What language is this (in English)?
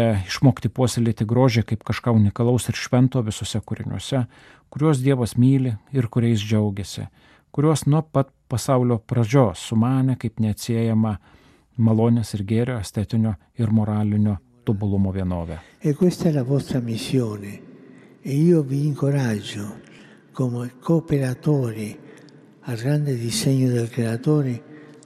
Lithuanian